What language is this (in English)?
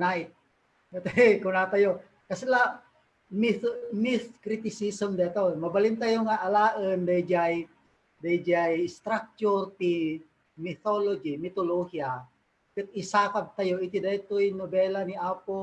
Iloko